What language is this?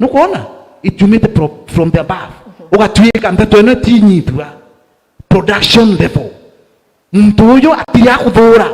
Meru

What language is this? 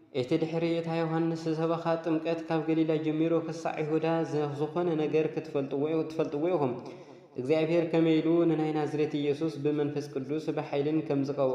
Tigrinya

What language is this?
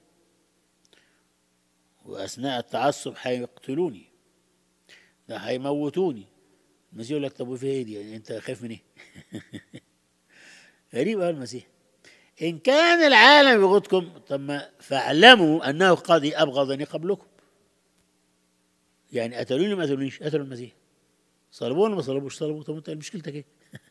Egyptian Arabic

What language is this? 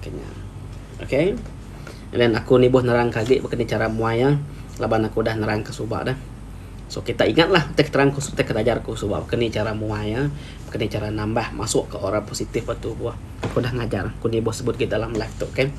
Iban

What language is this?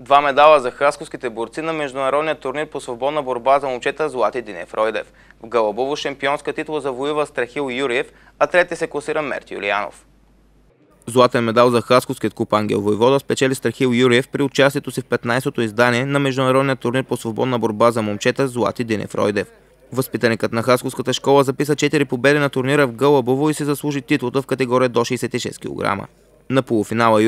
Bulgarian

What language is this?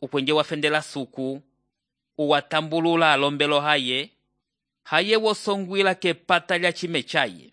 Umbundu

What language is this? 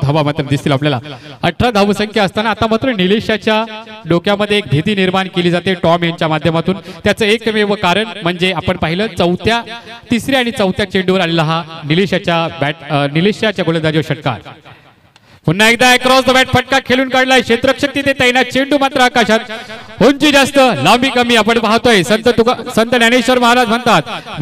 Marathi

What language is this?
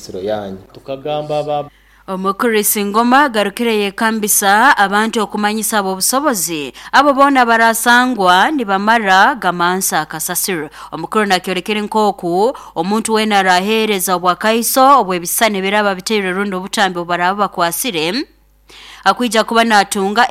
Nyoro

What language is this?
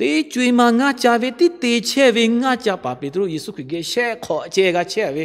Lahu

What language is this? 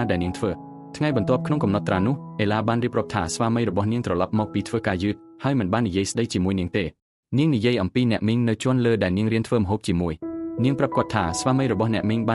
Khmer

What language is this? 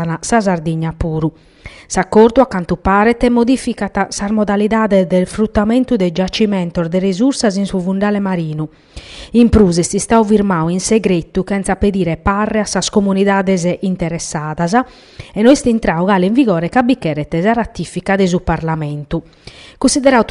Sardinian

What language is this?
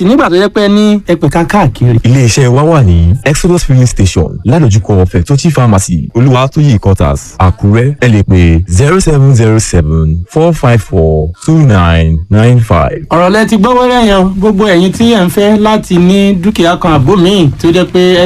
Yoruba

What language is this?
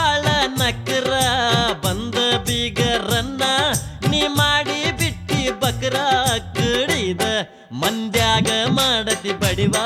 Kannada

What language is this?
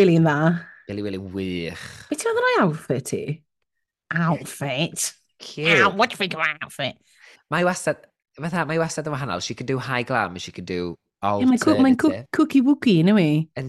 Welsh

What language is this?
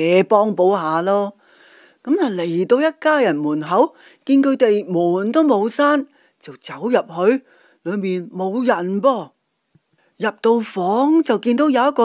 Cantonese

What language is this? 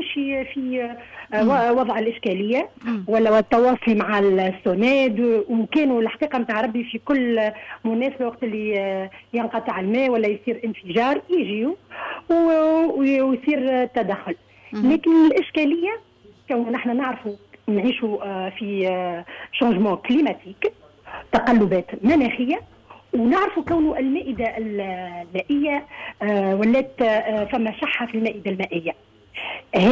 Tunisian Arabic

